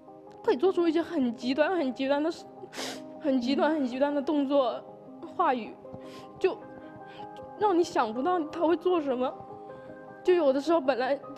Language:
Chinese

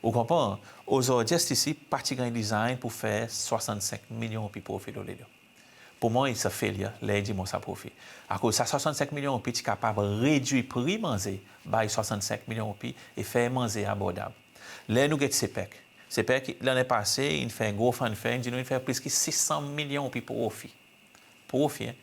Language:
Seselwa Creole French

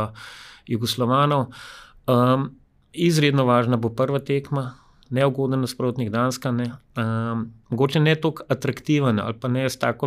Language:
Slovenian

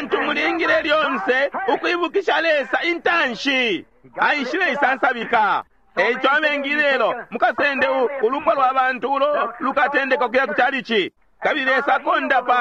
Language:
Bemba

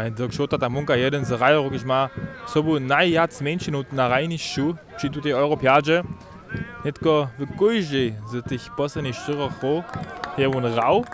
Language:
Upper Sorbian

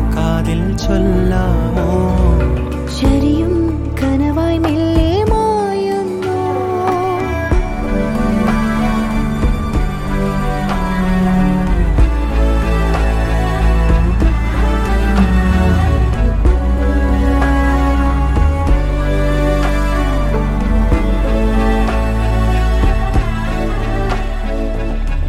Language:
Malayalam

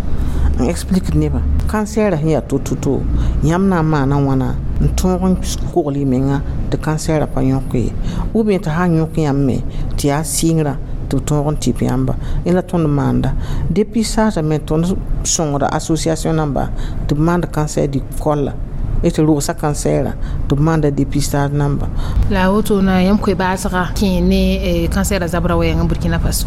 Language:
Mossi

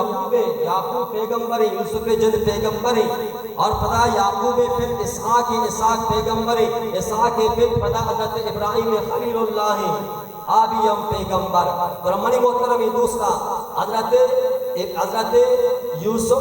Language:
Baluchi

